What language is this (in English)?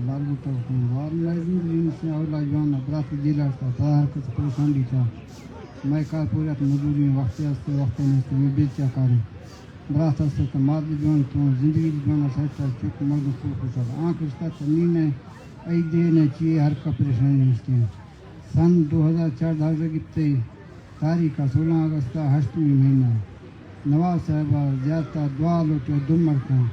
Baluchi